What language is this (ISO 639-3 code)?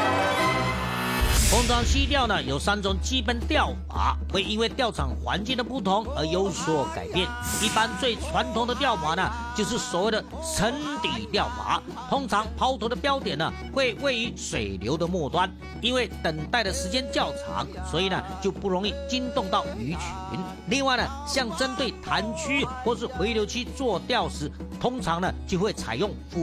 zho